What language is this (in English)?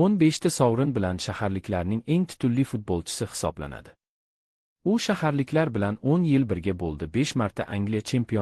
Uzbek